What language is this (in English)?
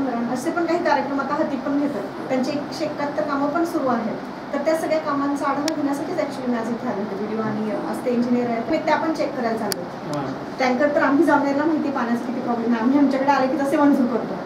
Marathi